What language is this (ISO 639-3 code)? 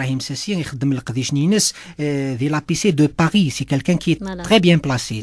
kab